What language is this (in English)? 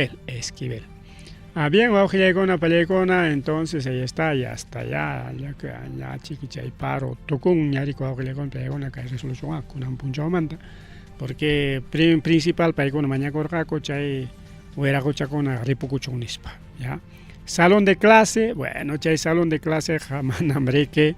Ayacucho Quechua